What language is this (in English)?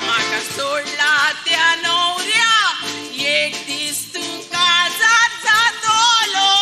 Konkani